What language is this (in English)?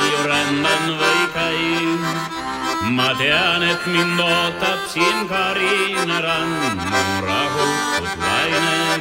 Estonian